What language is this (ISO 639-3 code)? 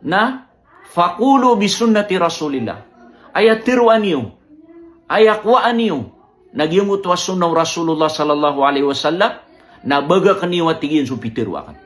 mrw